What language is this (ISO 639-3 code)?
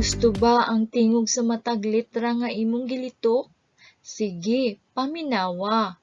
ceb